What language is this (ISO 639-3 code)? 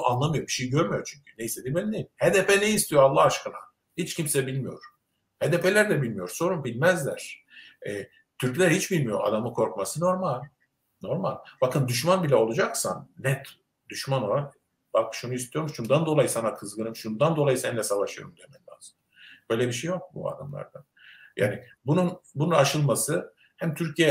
tur